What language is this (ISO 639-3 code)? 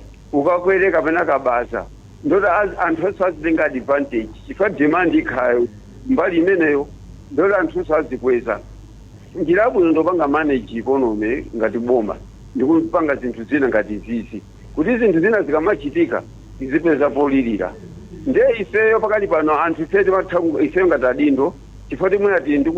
nya